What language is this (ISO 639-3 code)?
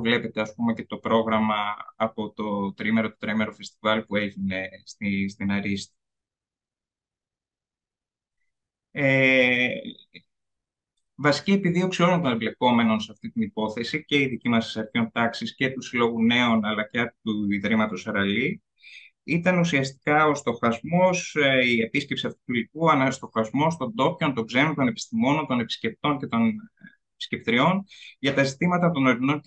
ell